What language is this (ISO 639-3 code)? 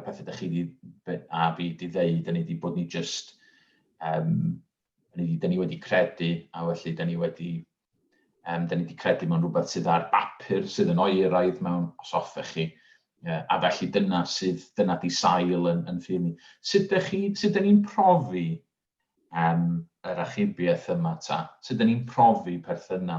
cym